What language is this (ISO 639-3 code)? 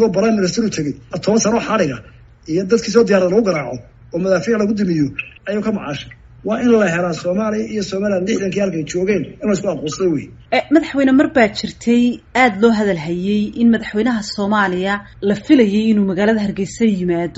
som